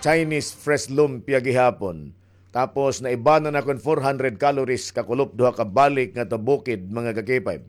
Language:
Waray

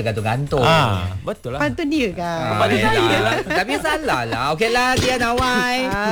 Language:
Malay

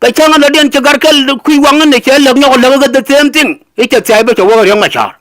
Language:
Nuer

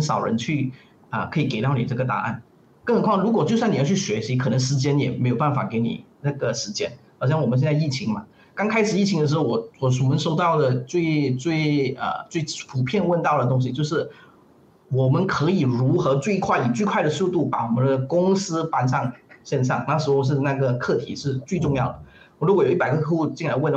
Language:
Chinese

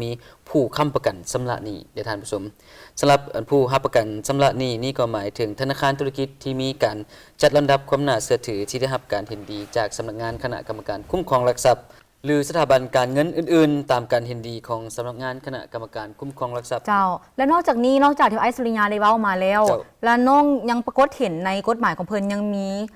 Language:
Lao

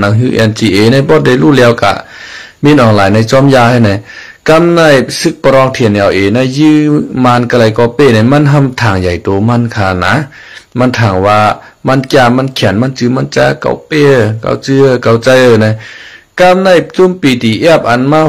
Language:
Shan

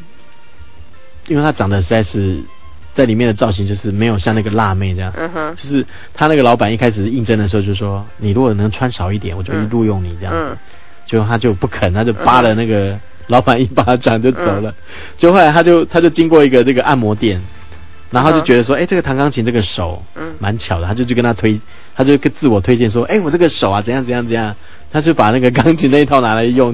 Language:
Chinese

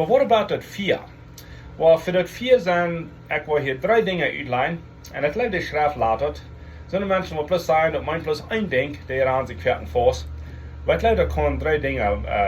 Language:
Plautdietsch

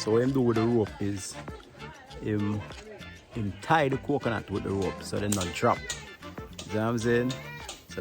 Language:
Jamaican Creole English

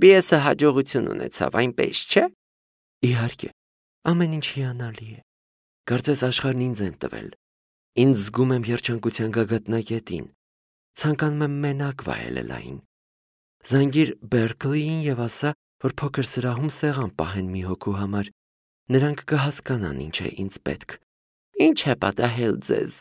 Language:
Armenian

